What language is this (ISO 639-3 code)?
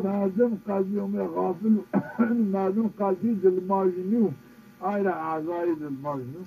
zza